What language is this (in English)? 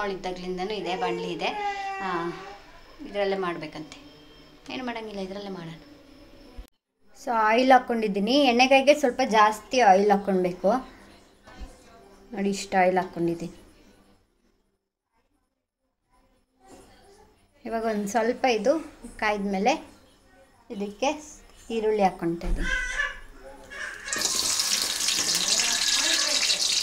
Kannada